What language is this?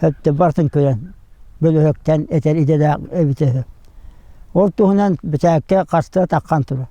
Yakut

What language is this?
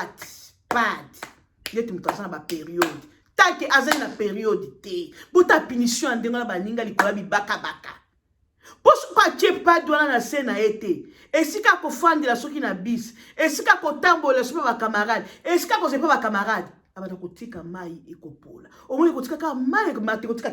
Lingala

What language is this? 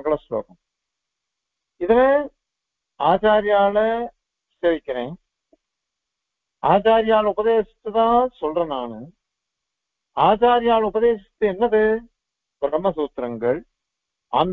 Tamil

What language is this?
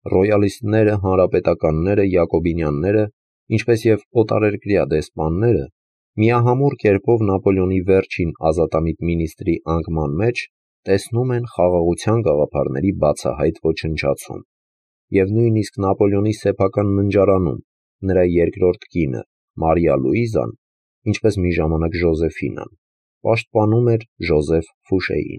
Armenian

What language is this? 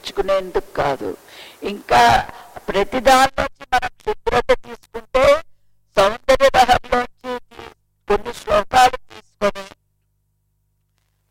Telugu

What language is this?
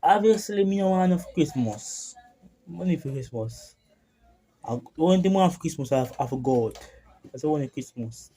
Jamaican Creole English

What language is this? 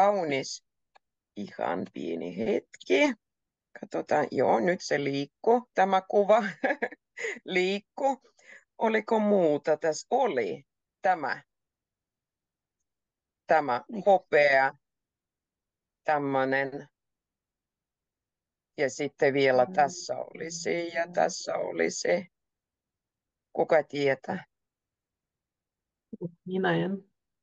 Finnish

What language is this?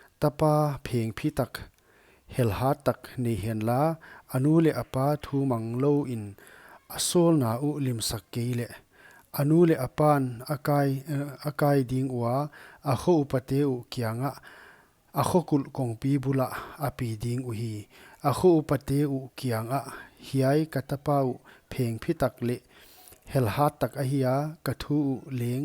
Paite Chin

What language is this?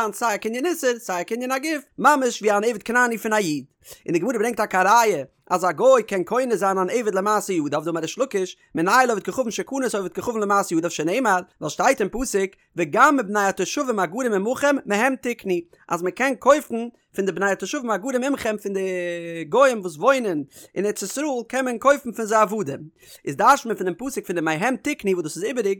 Yiddish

